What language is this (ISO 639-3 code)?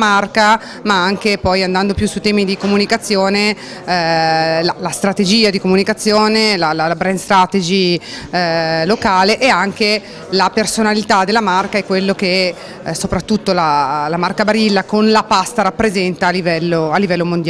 ita